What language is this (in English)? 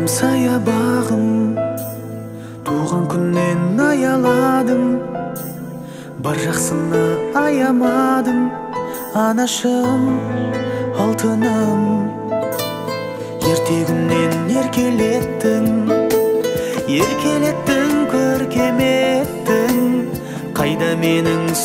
Kazakh